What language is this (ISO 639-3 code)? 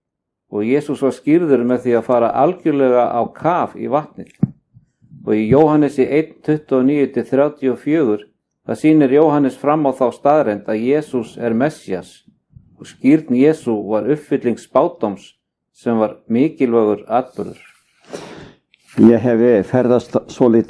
isl